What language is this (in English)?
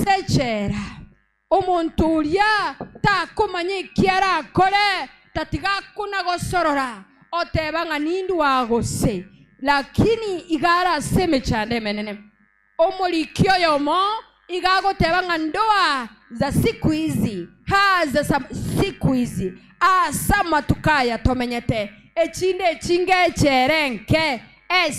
Gusii